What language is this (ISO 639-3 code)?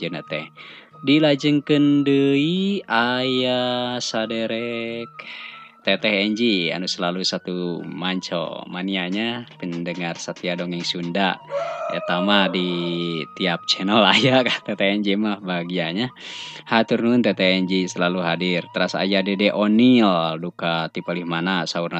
sun